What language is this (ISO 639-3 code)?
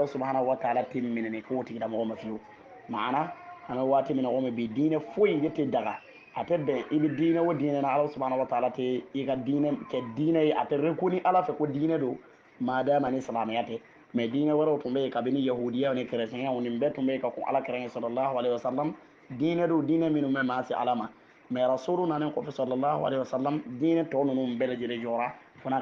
bam